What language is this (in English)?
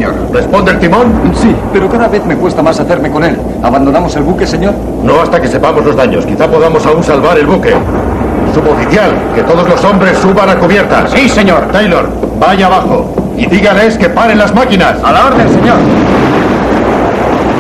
Spanish